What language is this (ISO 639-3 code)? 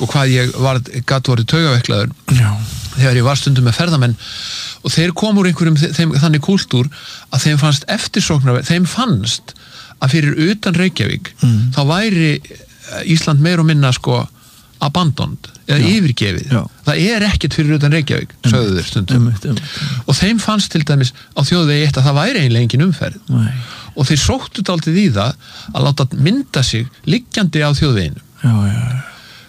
isl